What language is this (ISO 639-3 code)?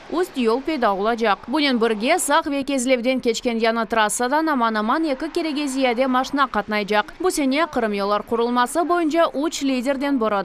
crh